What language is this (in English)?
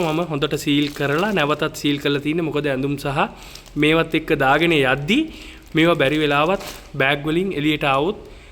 Sinhala